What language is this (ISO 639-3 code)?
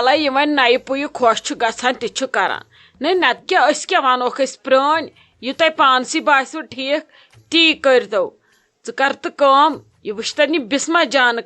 kas